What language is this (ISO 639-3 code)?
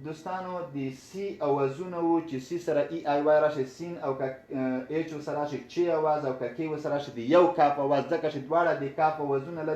pus